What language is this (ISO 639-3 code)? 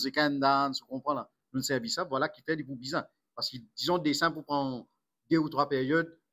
mfe